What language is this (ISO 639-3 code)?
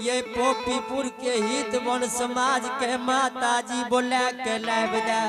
anp